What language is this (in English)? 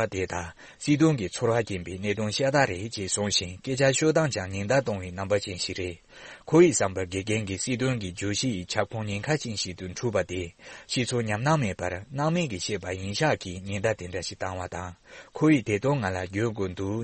Tibetan